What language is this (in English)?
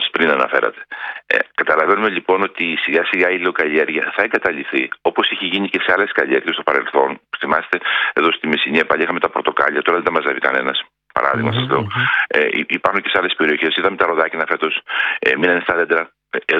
Greek